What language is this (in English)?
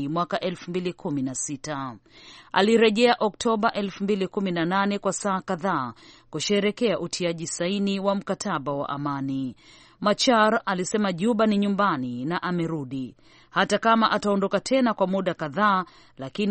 Swahili